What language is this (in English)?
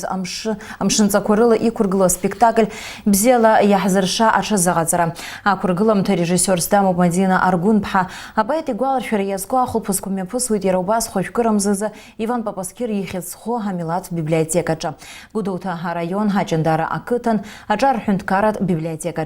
Abkhazian